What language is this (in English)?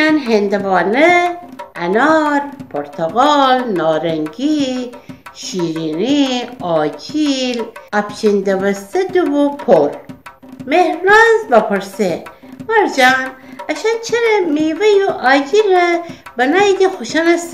Gilaki